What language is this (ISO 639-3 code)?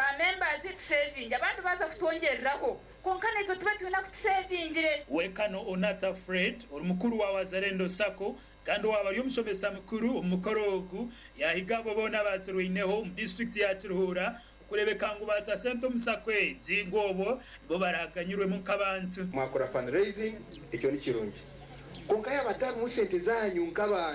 nyn